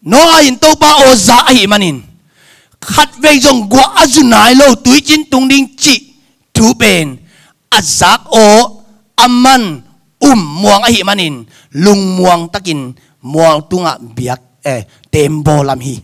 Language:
Tedim Chin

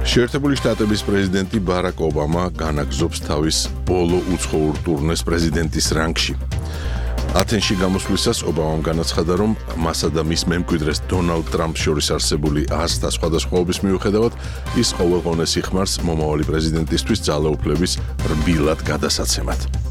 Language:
Georgian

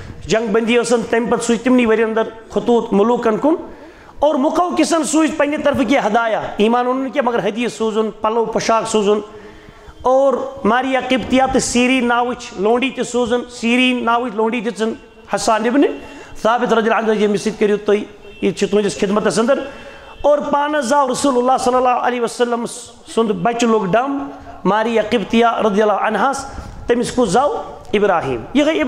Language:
Kashmiri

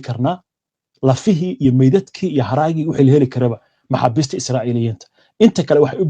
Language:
Somali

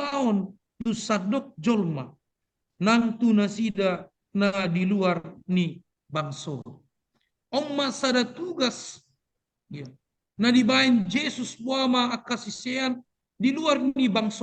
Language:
Batak Toba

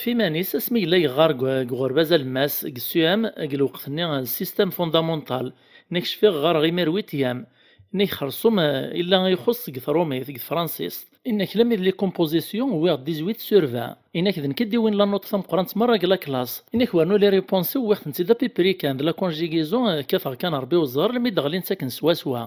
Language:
Kabyle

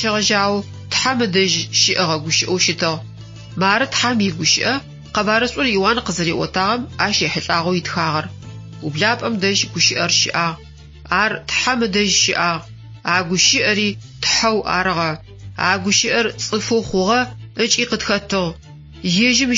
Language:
Adyghe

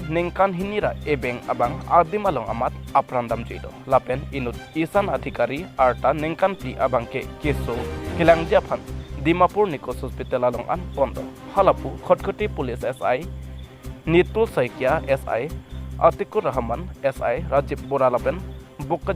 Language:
Karbi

